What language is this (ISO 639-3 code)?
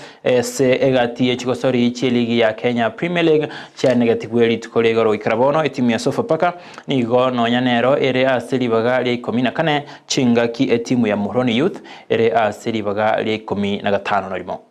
guz